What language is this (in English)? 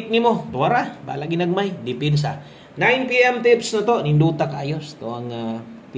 Cebuano